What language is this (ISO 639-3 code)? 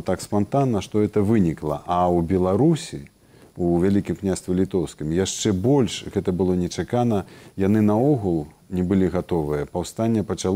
bel